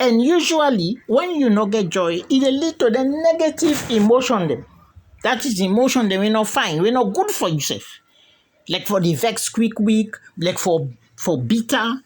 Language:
Krio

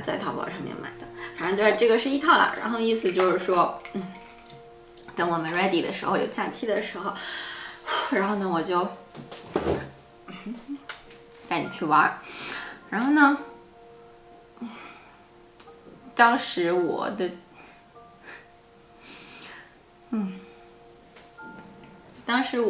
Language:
Chinese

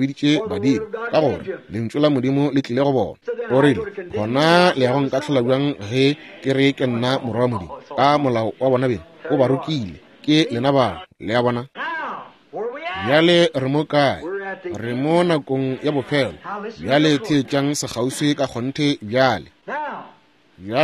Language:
Northern Sotho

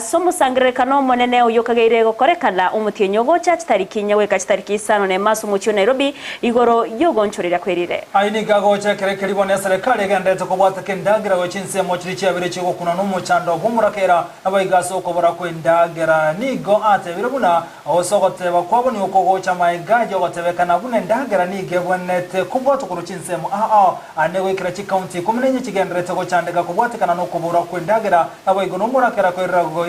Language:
Gusii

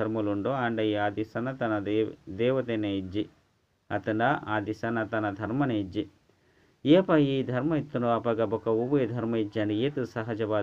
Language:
Tulu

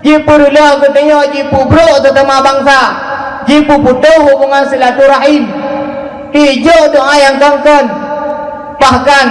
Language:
Achinese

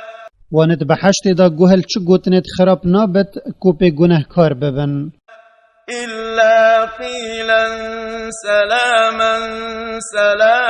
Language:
Kurdish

